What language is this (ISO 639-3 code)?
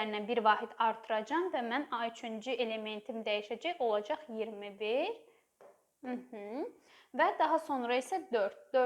aze